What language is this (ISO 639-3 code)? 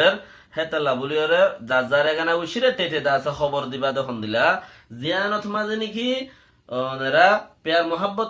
rhg